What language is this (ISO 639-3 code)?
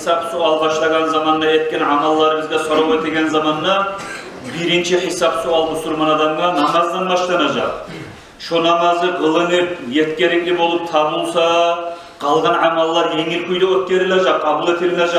kum